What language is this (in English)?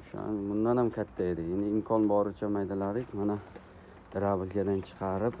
Uzbek